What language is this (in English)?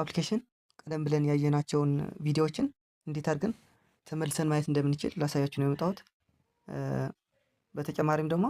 Amharic